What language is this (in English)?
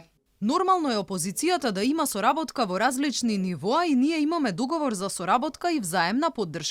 Macedonian